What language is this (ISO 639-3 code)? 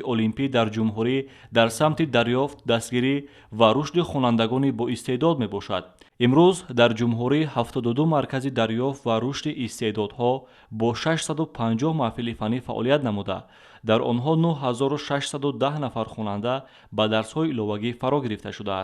tgk